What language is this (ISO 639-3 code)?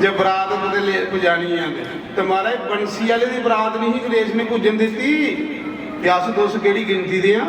doi